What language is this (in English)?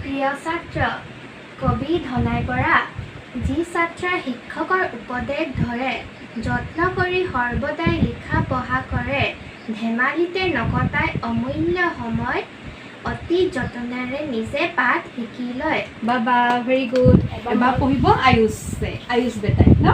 Assamese